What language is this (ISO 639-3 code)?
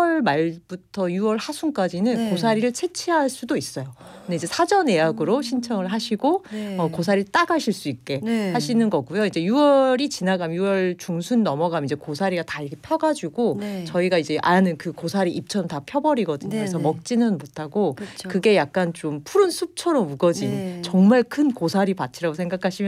kor